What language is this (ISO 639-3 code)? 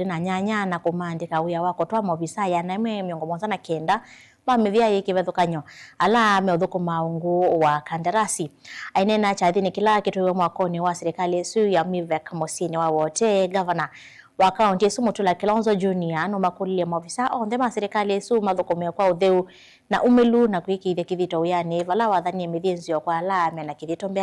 kam